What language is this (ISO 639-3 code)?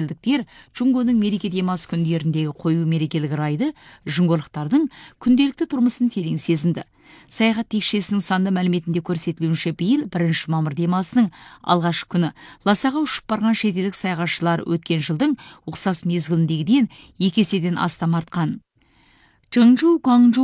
kaz